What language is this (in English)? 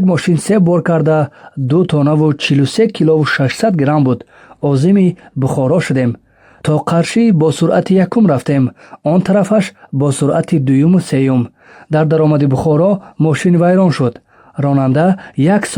Tajik